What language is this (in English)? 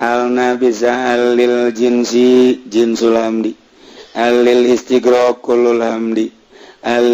Sundanese